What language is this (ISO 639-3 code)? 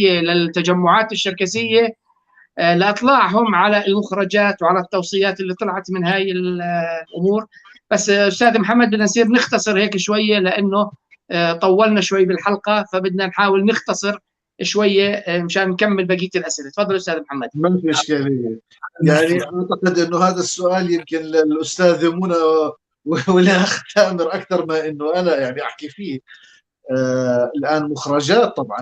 apc